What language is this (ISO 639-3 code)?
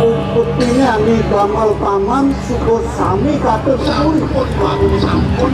ban